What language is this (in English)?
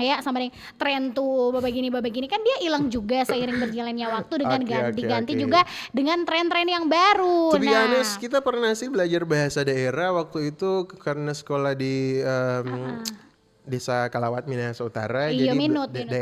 Manado Malay